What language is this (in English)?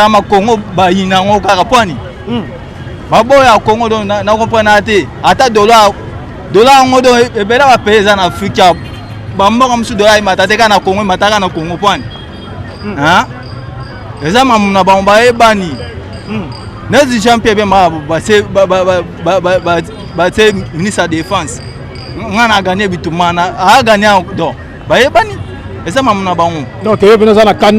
Lingala